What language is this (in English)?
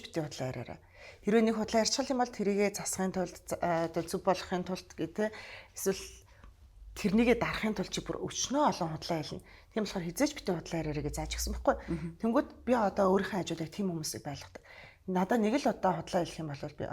Mongolian